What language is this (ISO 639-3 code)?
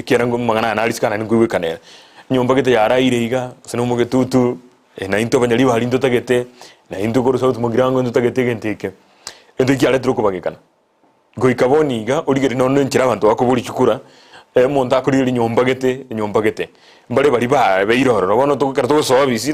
guz